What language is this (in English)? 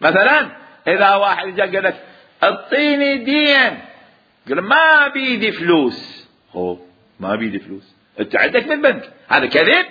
Mesopotamian Arabic